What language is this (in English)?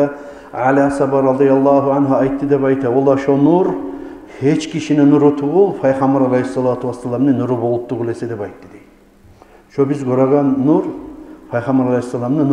Kumyk